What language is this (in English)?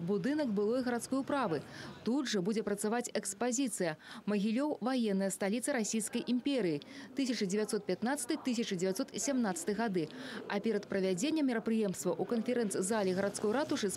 Belarusian